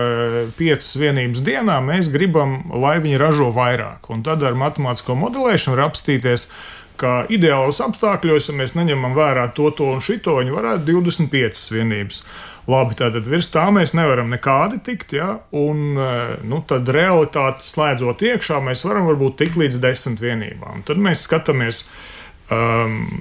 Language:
Latvian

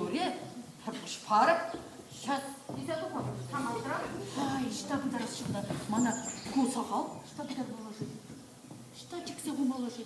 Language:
Chuvash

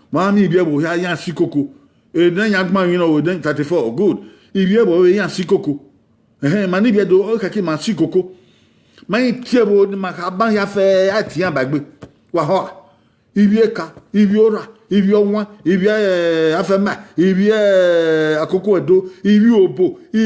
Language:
Bini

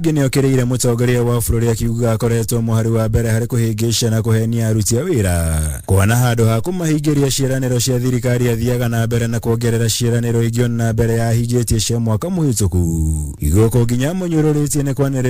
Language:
Kikuyu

